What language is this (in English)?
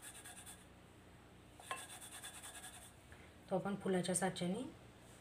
Marathi